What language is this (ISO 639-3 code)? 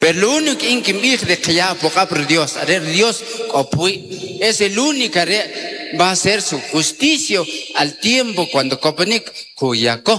quc